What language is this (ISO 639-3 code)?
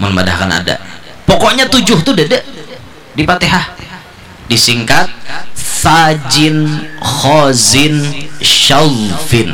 bjn